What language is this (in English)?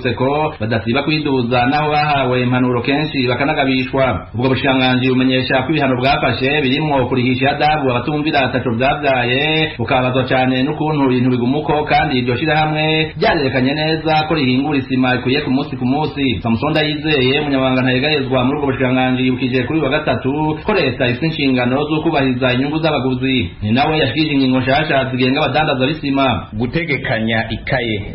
Rundi